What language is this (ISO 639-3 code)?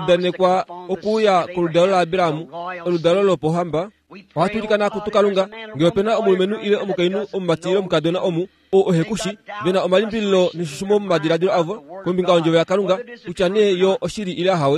kua